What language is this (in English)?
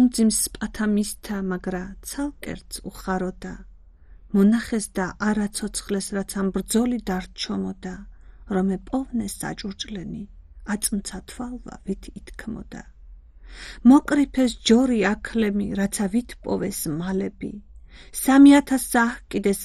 Georgian